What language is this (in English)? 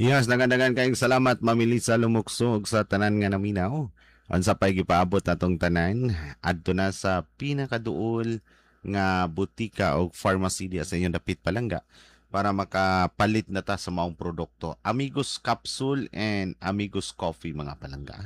Cebuano